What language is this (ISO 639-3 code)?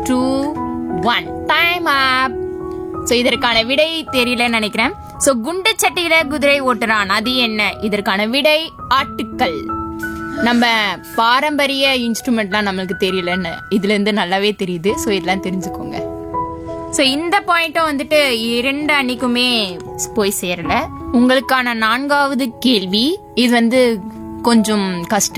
tam